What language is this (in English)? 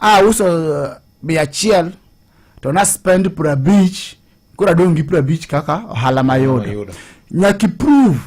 Luo (Kenya and Tanzania)